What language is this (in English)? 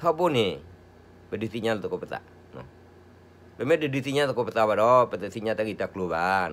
S'gaw Karen